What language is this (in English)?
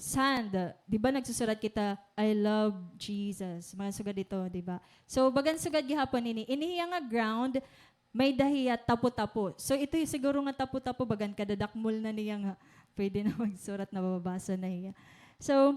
Waray